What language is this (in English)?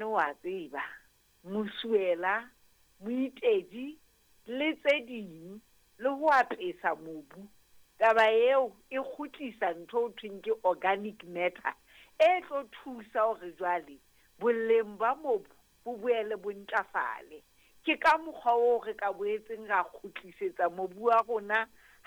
Southern Sotho